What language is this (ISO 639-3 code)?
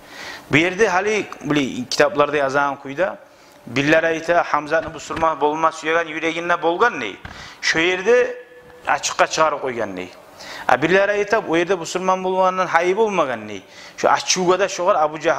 kum